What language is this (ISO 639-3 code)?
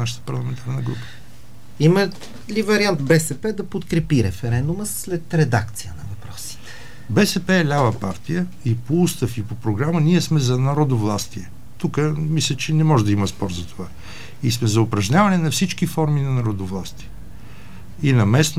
bul